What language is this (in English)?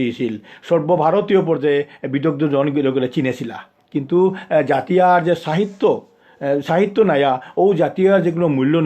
Bishnupriya